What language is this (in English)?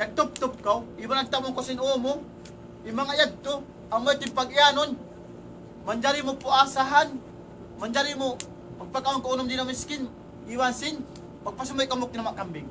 Tausug